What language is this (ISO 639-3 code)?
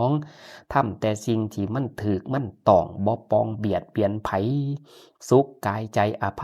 tts